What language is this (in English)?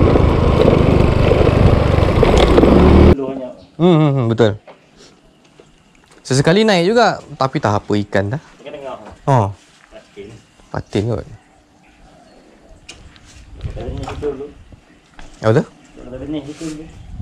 Malay